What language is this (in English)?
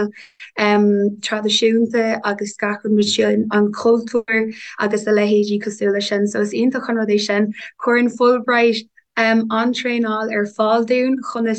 Irish